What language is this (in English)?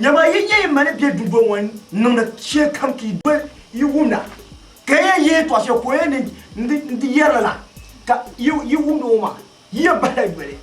Dagbani